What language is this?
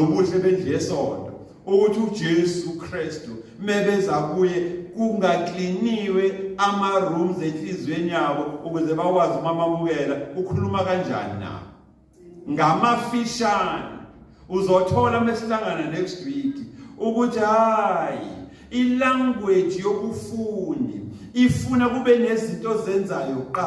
Zulu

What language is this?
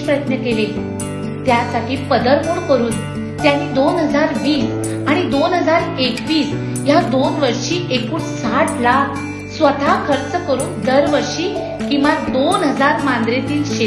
Marathi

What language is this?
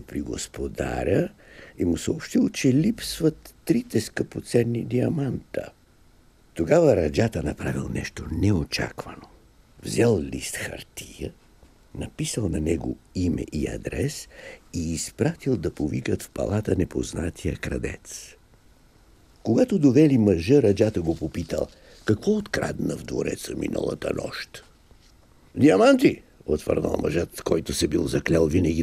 Bulgarian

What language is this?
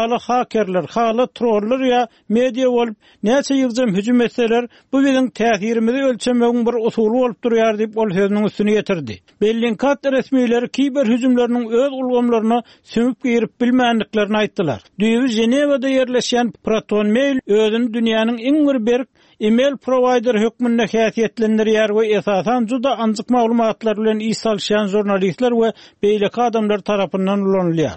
Turkmen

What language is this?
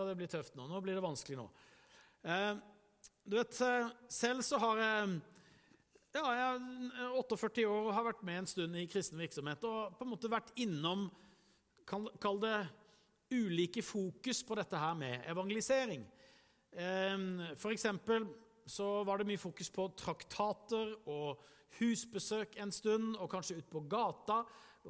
Norwegian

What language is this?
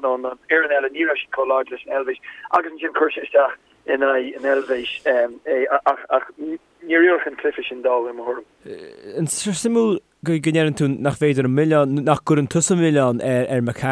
Irish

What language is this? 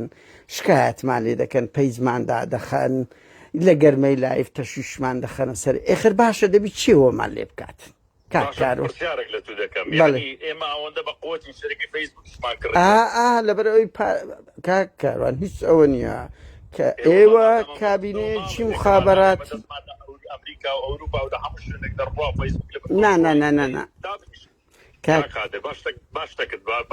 Central Kurdish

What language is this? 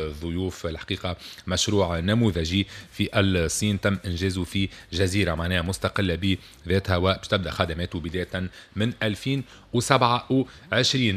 Tunisian Arabic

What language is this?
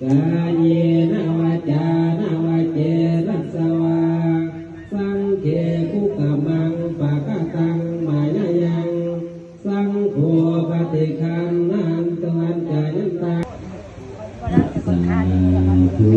Pali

